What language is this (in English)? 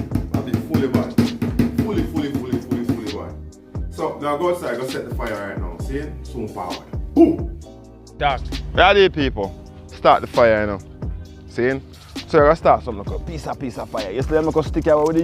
Jamaican Creole English